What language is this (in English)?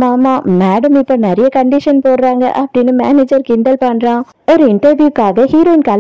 Tamil